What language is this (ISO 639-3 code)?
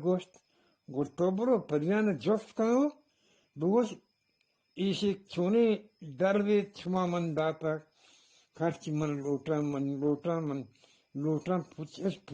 bgp